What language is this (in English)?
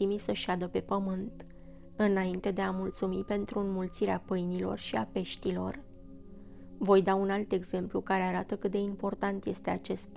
Romanian